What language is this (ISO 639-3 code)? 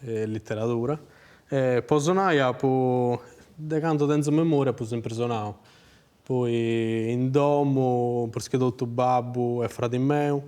srd